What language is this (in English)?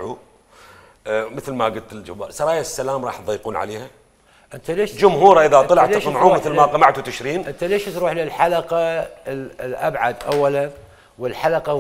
Mesopotamian Arabic